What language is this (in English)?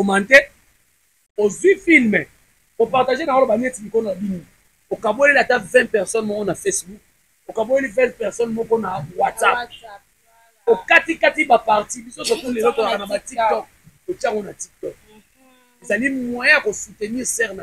Lingala